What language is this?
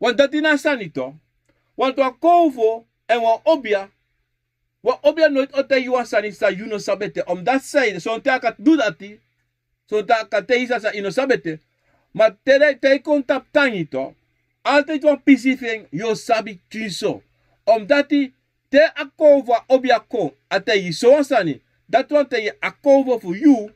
Sranan Tongo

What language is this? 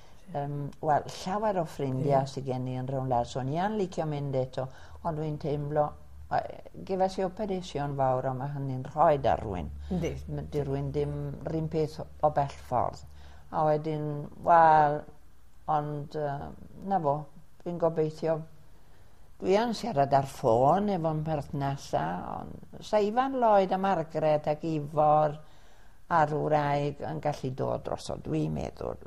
Welsh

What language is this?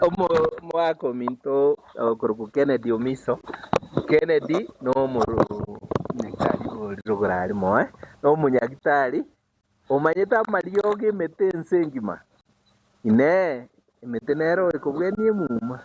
Gusii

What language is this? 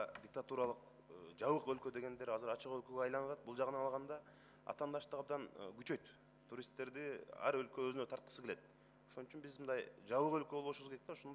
Kyrgyz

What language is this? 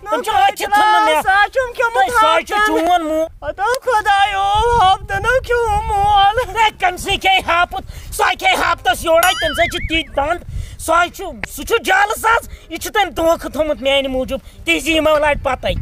Kashmiri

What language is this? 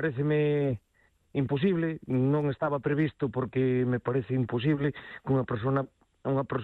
Galician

